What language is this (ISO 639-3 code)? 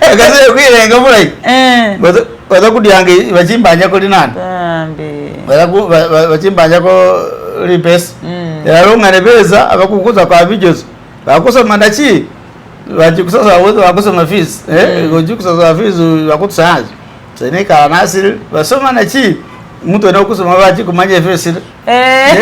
myx